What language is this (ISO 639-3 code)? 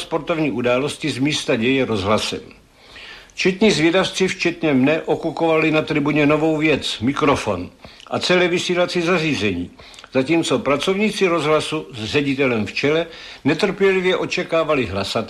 ces